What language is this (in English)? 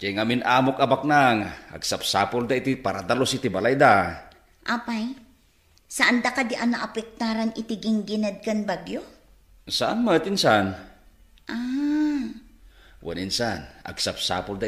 Iloko